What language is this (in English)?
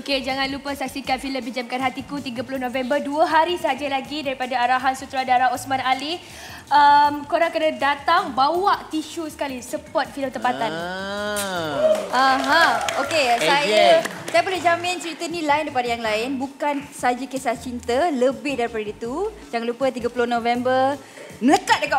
Malay